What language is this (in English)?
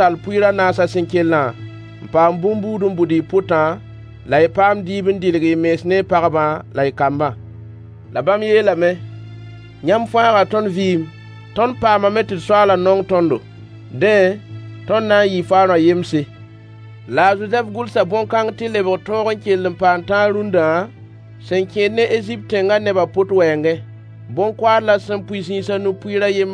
Mossi